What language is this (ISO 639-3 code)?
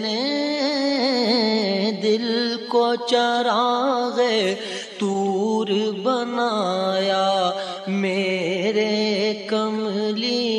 urd